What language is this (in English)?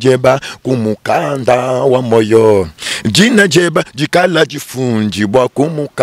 Luba-Lulua